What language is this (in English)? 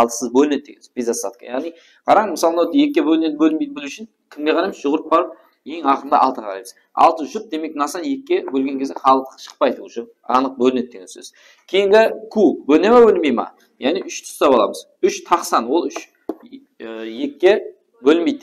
Kara-Kalpak